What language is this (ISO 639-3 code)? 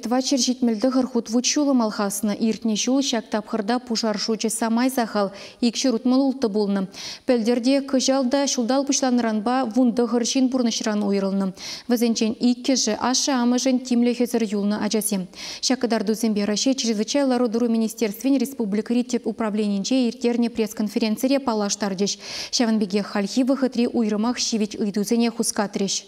chv